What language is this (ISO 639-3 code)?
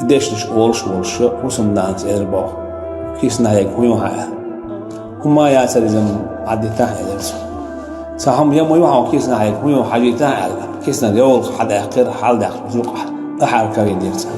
che